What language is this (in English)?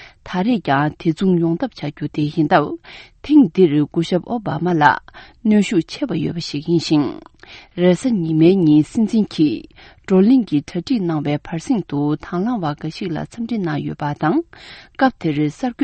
Tibetan